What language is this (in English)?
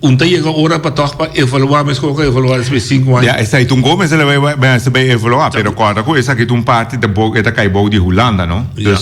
Papiamento